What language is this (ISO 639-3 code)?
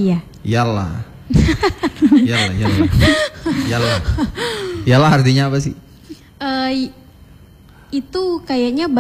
ind